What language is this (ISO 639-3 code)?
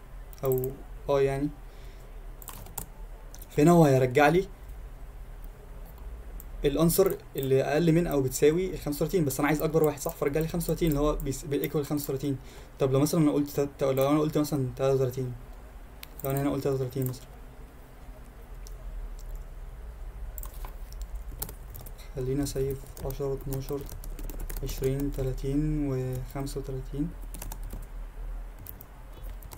arz